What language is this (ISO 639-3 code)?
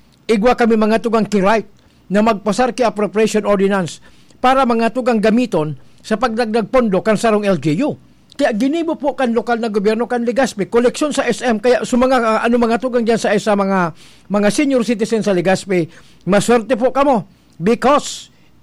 bik